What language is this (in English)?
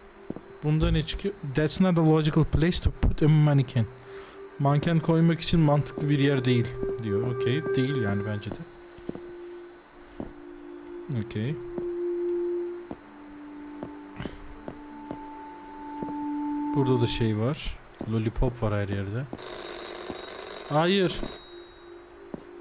Turkish